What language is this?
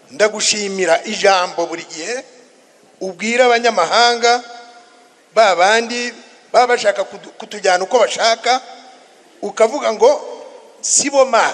Kinyarwanda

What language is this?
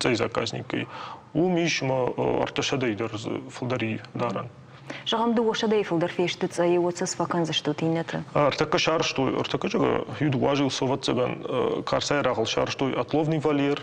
Ossetic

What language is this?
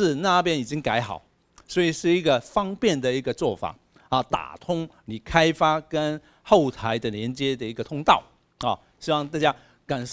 Chinese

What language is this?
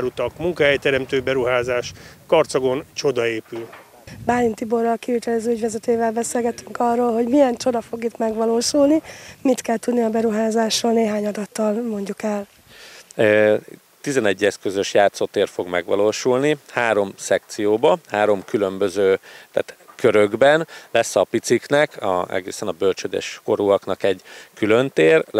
Hungarian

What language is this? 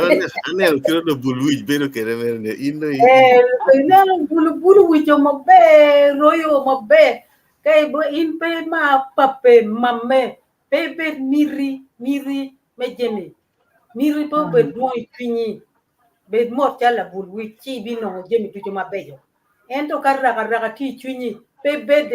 Acoli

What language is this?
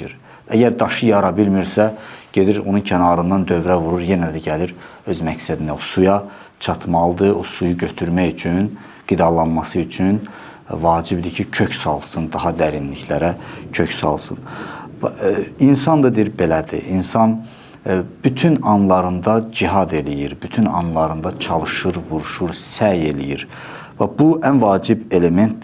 Azerbaijani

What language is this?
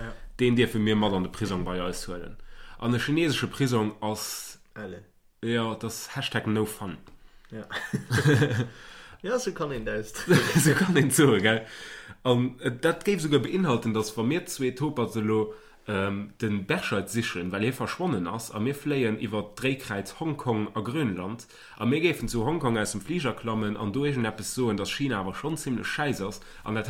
Luxembourgish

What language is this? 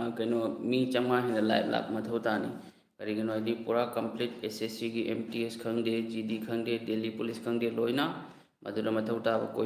Manipuri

